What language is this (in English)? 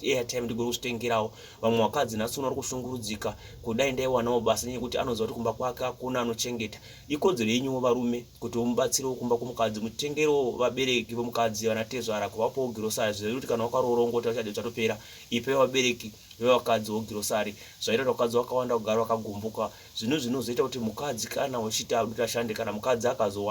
Shona